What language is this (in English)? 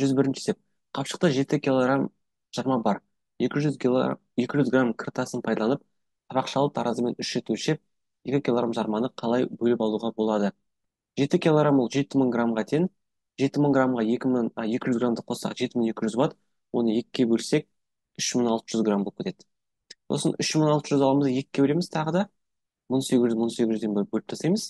Kazakh